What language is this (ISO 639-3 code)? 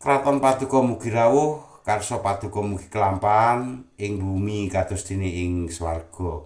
jav